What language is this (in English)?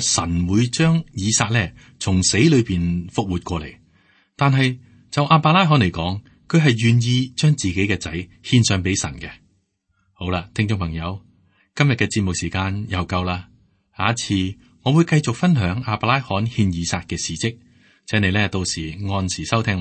Cantonese